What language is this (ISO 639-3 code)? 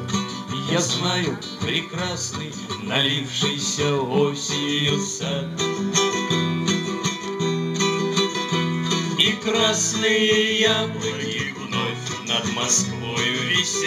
rus